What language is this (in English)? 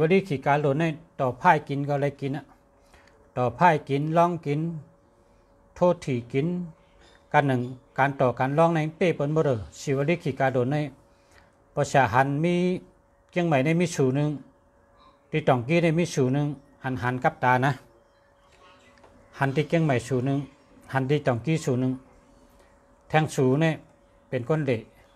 Shan